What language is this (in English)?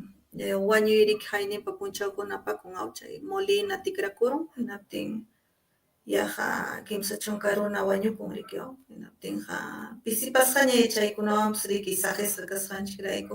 Ayacucho Quechua